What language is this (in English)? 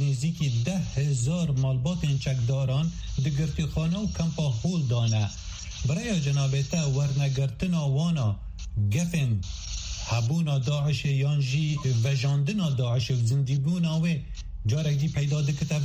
Kurdish